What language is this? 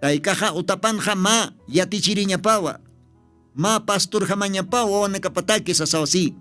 Aymara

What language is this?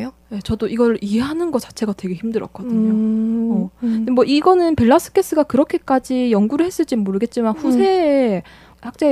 Korean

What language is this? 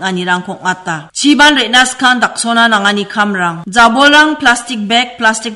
Garo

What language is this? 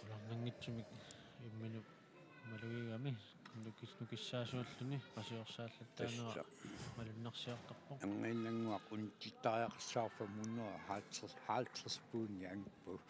Kalaallisut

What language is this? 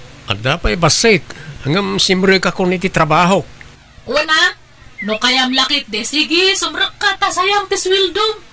Iloko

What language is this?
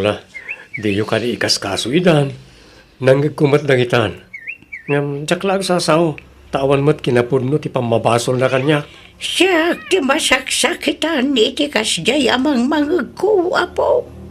Iloko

